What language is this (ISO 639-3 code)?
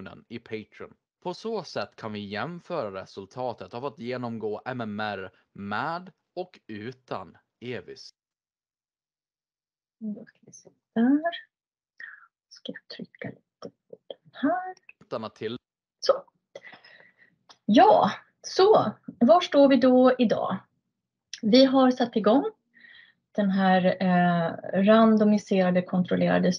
swe